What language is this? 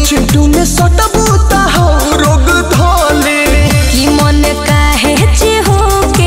Bhojpuri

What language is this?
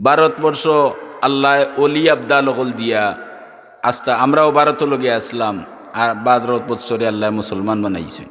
Sylheti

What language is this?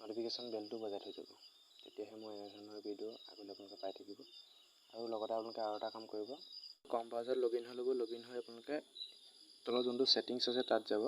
Assamese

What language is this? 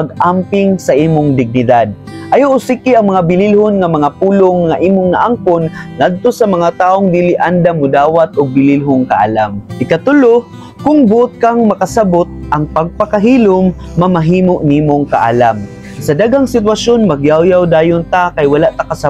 Cebuano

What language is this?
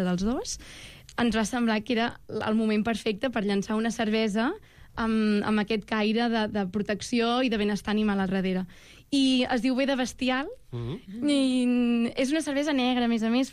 Catalan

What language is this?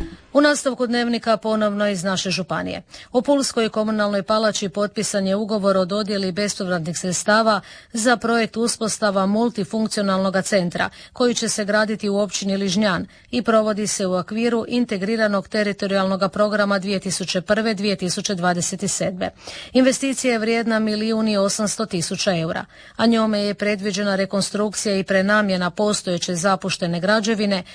Croatian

